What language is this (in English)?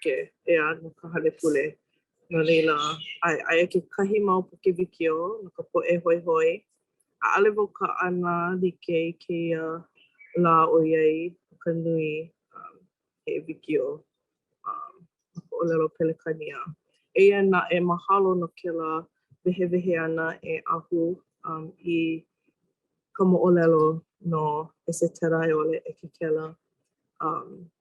Hawaiian